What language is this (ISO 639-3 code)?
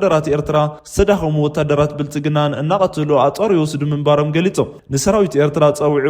tir